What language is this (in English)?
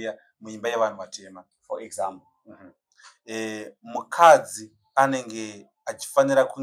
Shona